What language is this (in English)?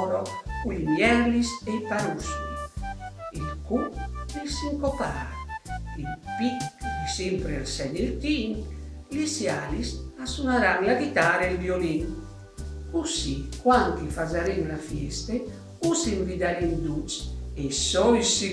Friulian